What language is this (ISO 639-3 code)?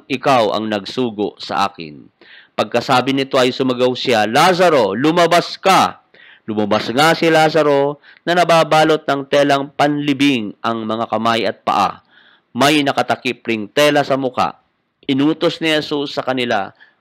fil